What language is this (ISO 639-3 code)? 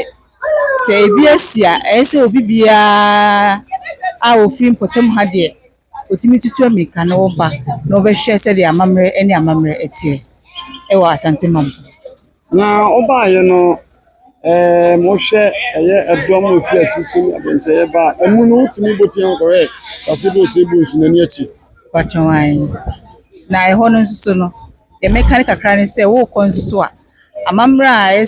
aka